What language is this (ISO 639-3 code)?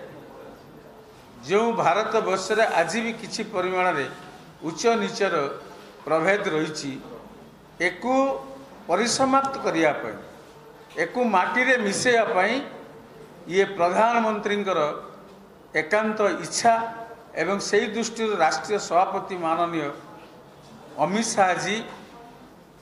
ori